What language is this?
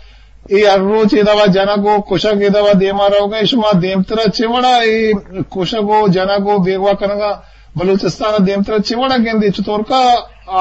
Eastern Balochi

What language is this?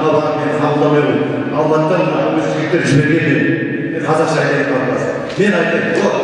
Kazakh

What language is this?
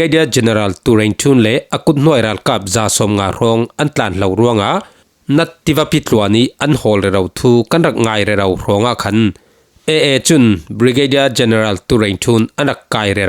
Falam Chin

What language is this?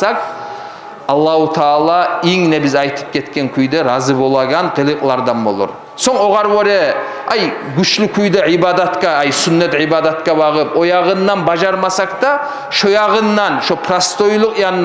Kumyk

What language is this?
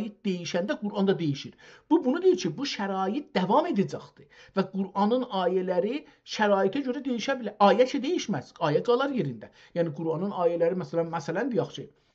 South Azerbaijani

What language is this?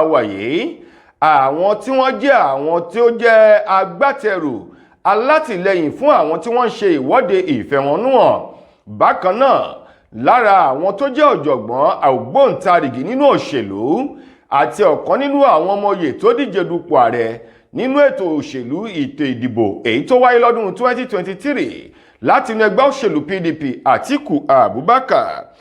Yoruba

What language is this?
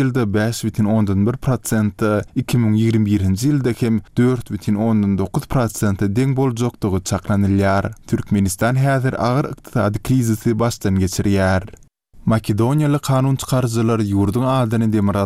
Turkmen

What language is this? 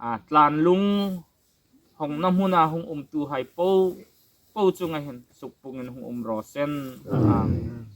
Hmar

